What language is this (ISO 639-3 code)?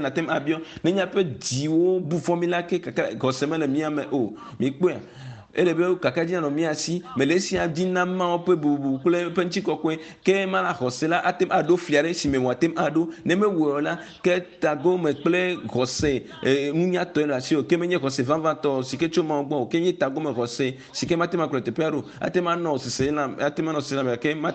ewe